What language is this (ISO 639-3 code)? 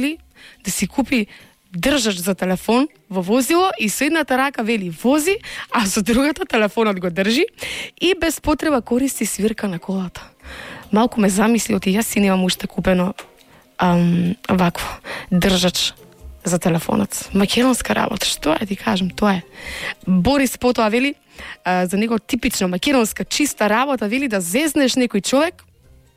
mkd